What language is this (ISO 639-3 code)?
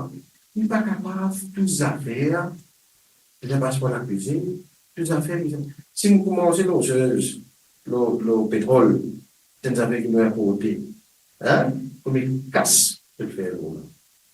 mfe